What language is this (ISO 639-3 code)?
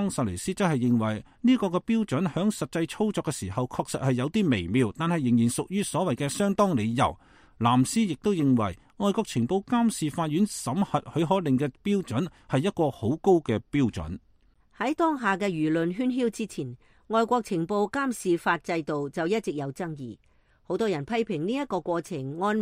yue